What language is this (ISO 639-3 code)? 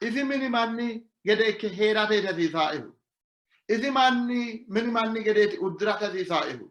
sid